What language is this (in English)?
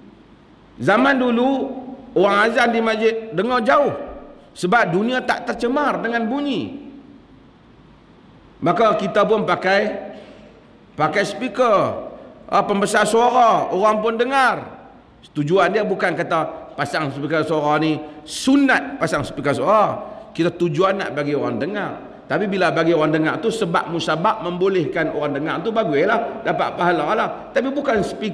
Malay